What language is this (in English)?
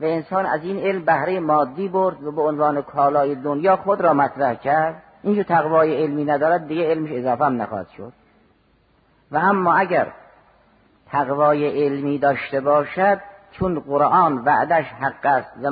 Persian